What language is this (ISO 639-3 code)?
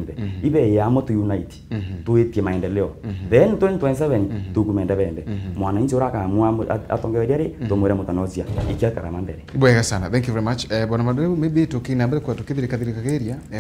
mer